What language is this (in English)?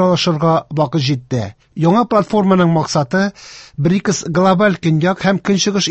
Tatar